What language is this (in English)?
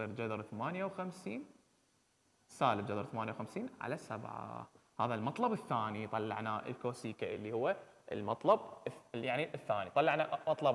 Mesopotamian Arabic